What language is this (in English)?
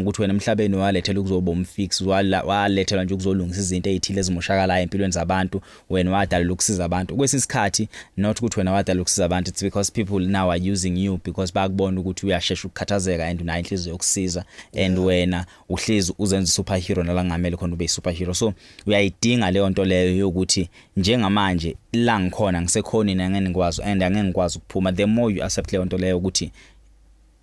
Zulu